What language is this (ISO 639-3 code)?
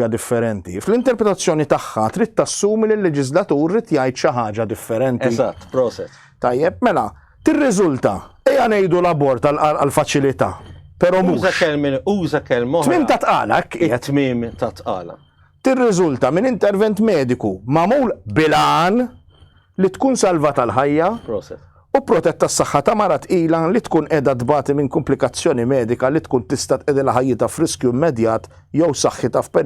mlt